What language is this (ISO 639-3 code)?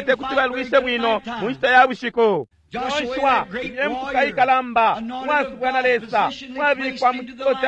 bem